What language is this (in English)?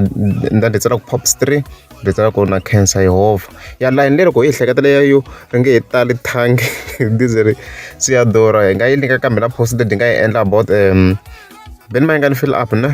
Tsonga